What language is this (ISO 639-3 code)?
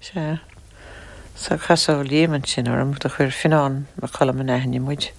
gle